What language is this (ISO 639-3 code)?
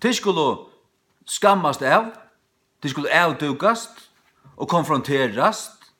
fao